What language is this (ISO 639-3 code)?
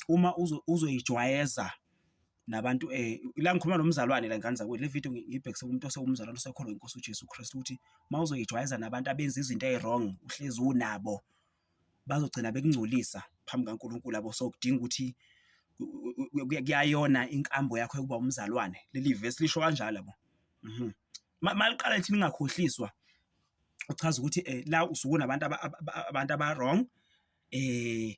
zul